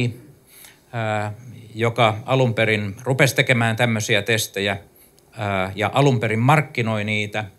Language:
Finnish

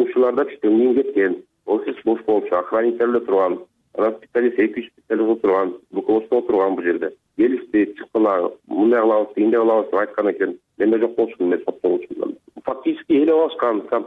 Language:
Kyrgyz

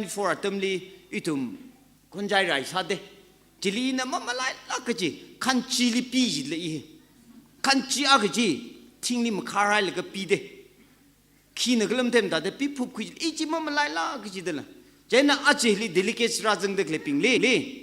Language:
Tangkhul Naga (India)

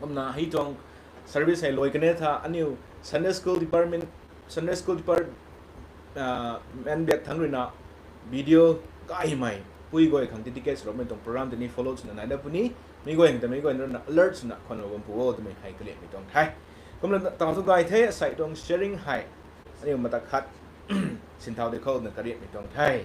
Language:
Rongmei Naga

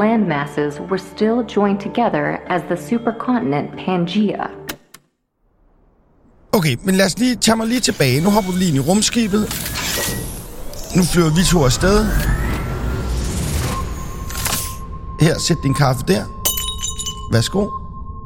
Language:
Danish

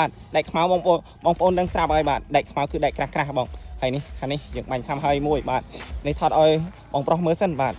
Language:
Khmer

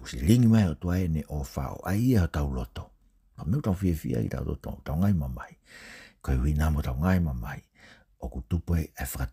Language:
Tongan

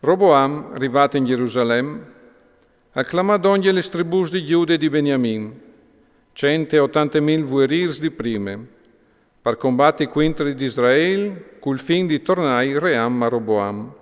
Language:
Friulian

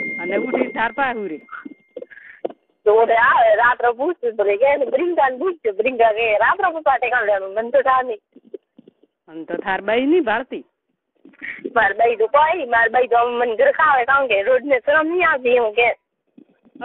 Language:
Gujarati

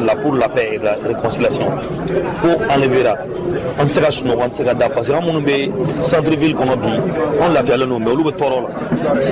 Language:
Bambara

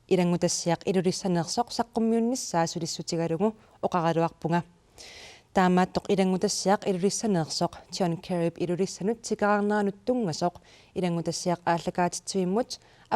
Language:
Kalaallisut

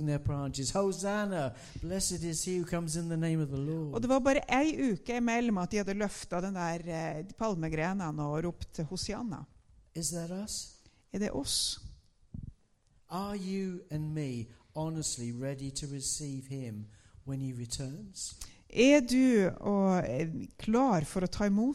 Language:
Norwegian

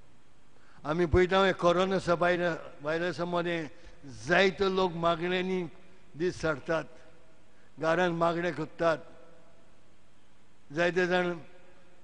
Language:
Konkani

